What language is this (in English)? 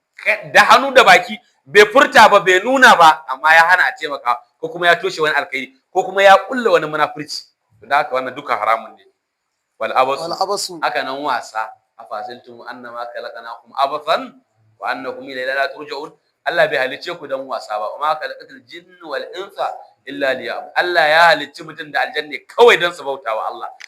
Hausa